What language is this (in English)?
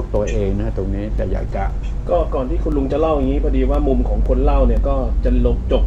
Thai